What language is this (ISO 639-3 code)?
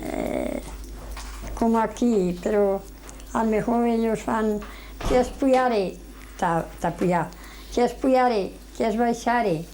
arg